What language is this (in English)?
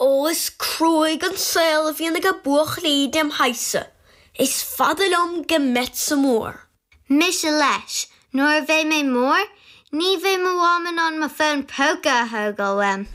Irish